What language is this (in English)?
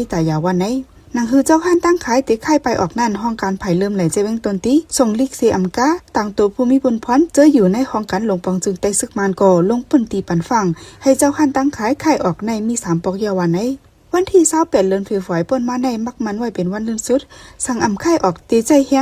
Shan